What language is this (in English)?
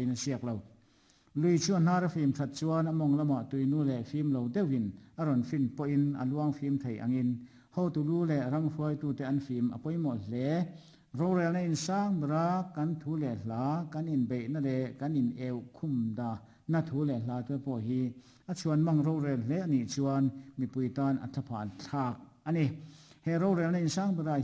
Mizo